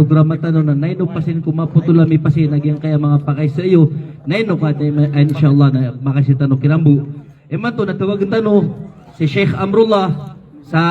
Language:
Maranao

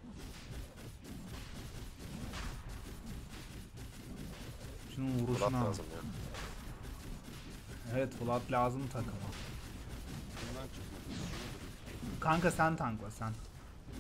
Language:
Turkish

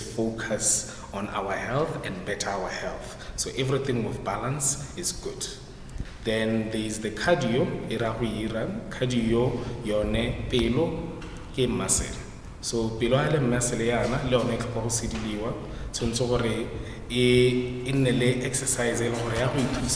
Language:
Tswana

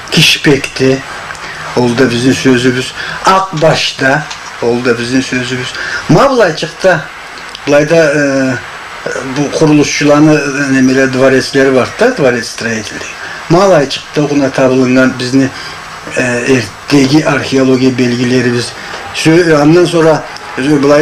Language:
Karachay-Balkar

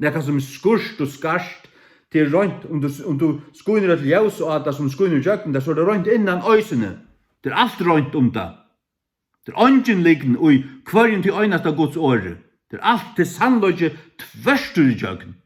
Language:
Faroese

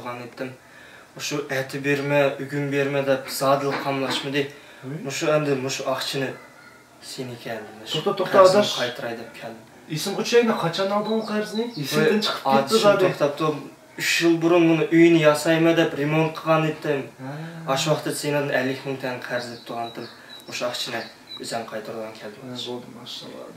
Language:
Uyghur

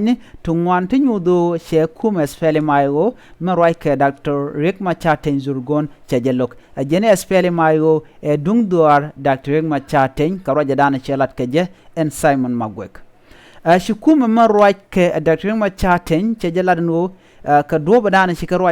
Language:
Nuer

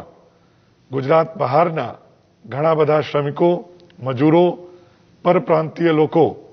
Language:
Gujarati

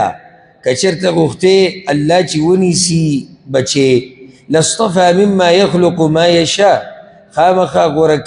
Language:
Pashto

